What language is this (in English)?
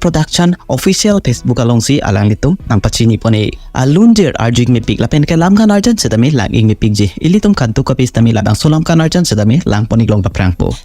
Karbi